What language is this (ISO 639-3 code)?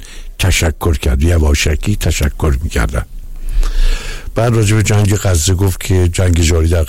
fas